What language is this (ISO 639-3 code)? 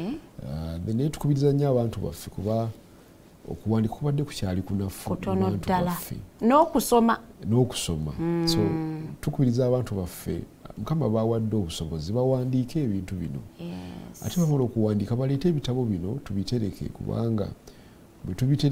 lug